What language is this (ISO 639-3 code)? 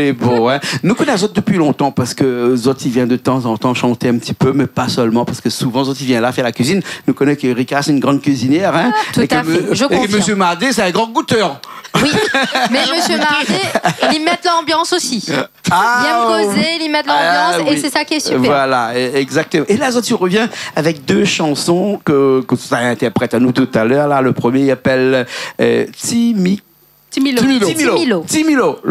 rcf